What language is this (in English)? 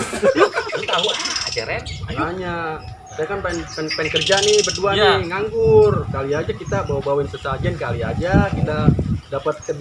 Betawi